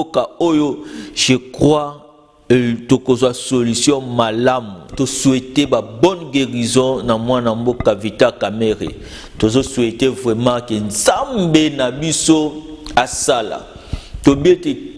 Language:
Lingala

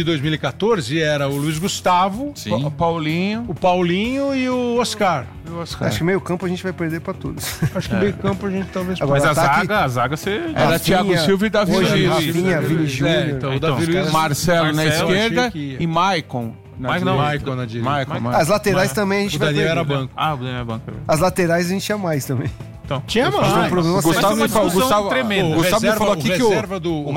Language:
Portuguese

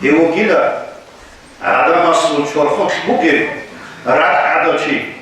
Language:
Avaric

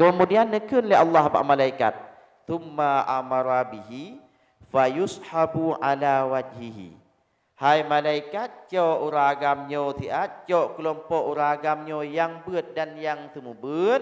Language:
Achinese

